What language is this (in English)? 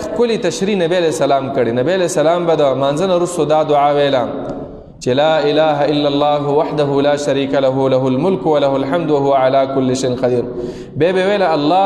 Pashto